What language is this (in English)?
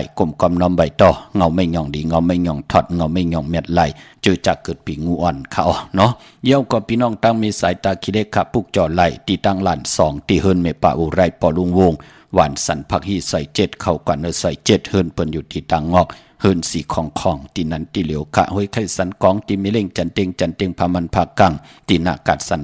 Shan